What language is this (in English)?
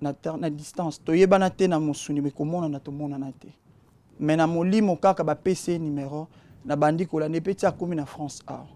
Lingala